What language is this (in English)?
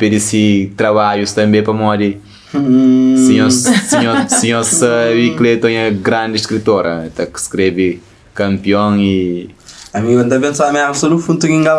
Kabuverdianu